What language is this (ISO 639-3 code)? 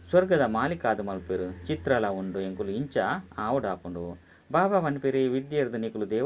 tcy